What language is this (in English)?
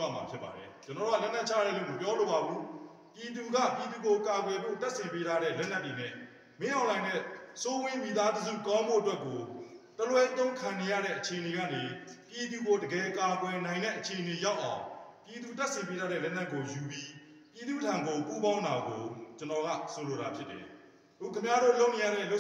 Burmese